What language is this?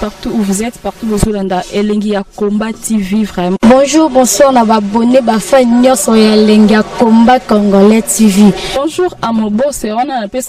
Lingala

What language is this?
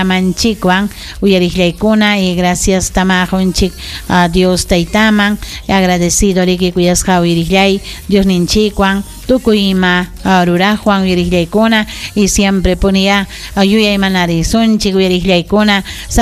Ayacucho Quechua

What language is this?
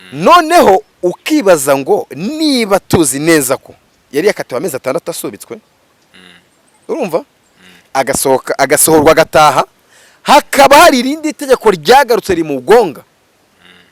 Kinyarwanda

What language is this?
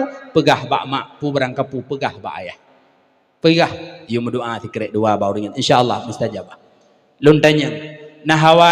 Achinese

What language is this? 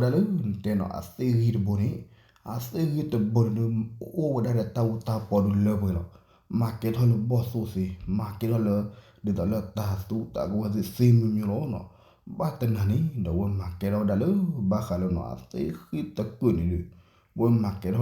S'gaw Karen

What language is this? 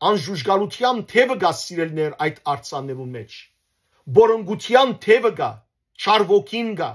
Western Armenian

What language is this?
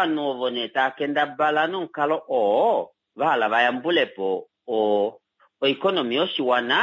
Kuanyama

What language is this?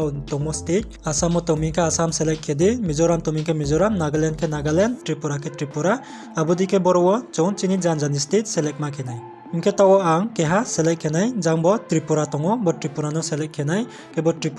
Riang (India)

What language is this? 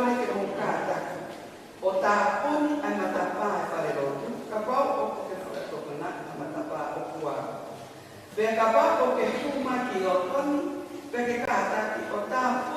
Tongan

